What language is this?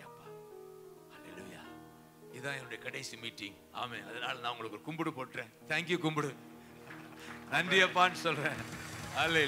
Tamil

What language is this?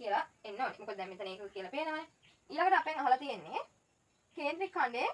Sinhala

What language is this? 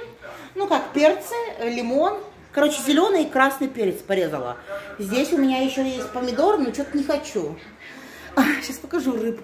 Russian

